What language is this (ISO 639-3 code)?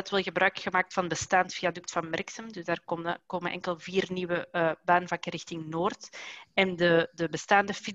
nld